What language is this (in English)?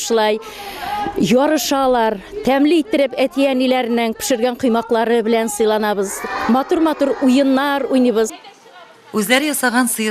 Tatar